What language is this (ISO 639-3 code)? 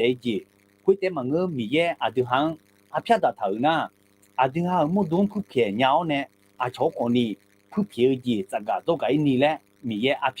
ahk